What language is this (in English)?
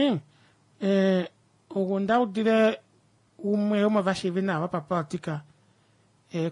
Kuanyama